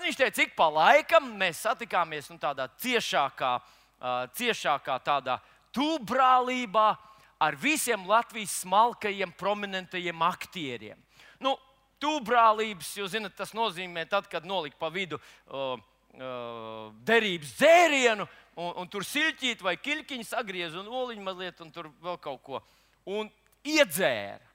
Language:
Latvian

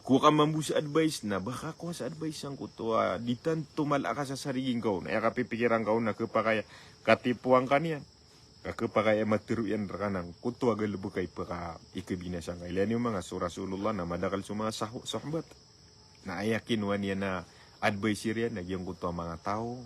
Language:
Maranao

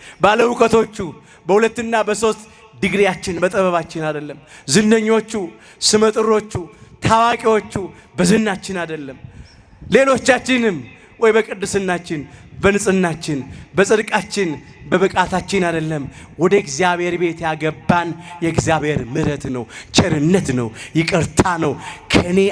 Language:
Amharic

